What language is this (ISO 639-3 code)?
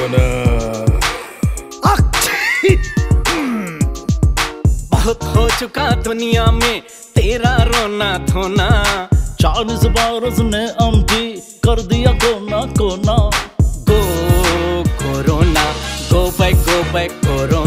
hin